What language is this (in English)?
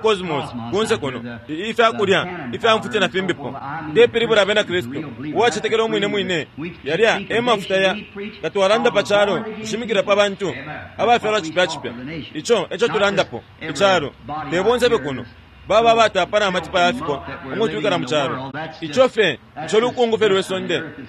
Bemba